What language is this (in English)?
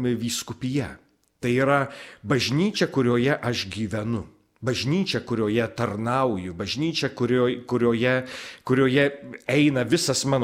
Lithuanian